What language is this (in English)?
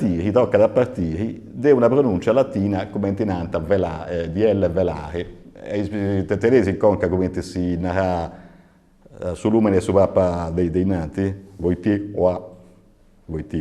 Sardinian